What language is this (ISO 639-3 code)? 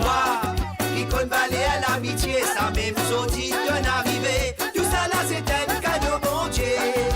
mfe